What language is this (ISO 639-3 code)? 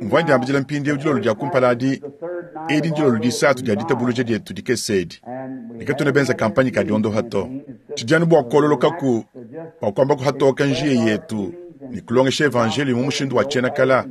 lua